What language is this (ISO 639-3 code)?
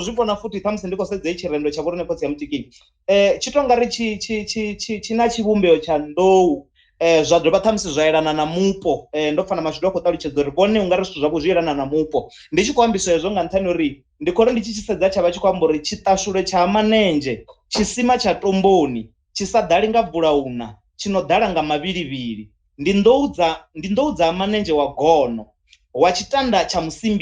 ven